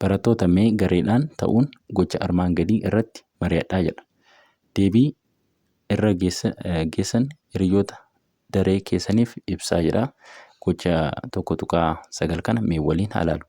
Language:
Oromo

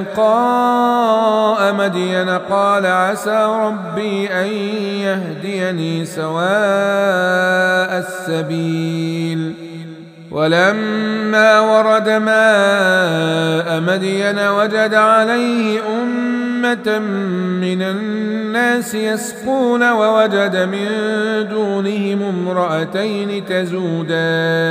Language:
Arabic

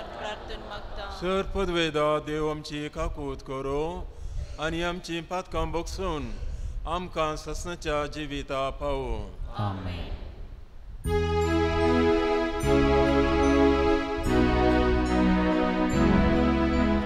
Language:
Konkani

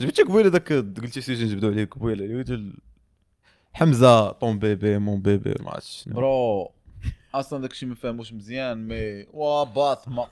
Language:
Moroccan Arabic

